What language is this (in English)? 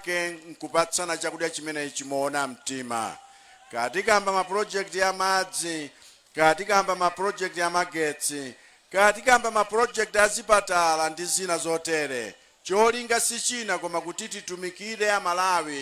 Nyanja